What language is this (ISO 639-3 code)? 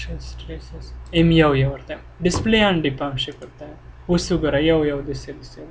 pus